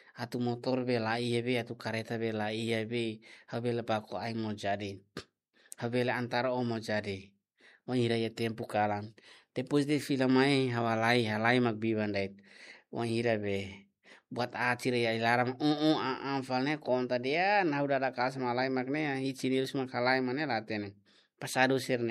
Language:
Tetum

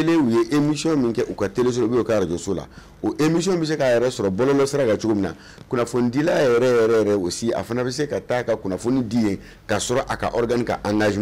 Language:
Bambara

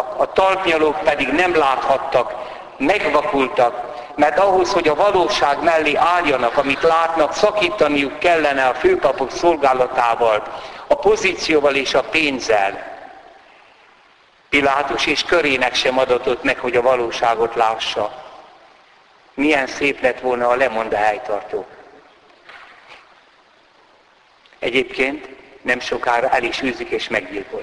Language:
Hungarian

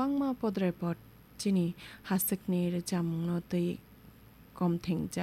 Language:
Kok Borok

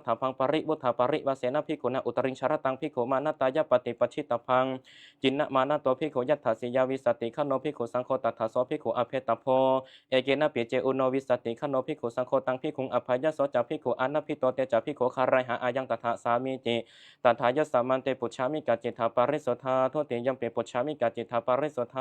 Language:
Pali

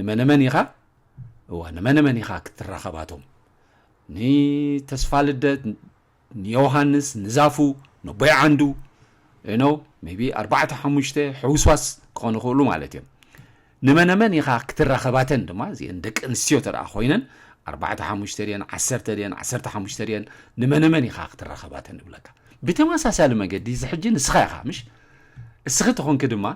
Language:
Tigrinya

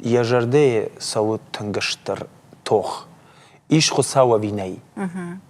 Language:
Ossetic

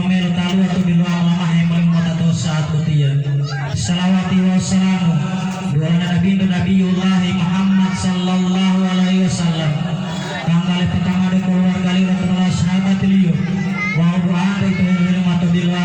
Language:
Gorontalo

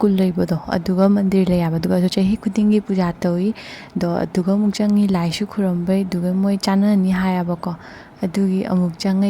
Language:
Manipuri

